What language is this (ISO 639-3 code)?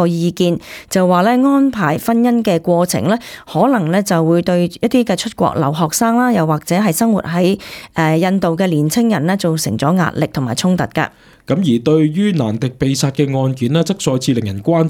yue